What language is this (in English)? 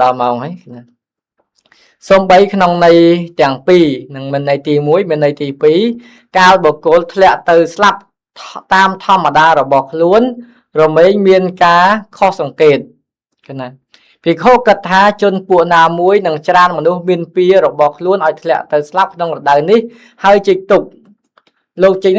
Khmer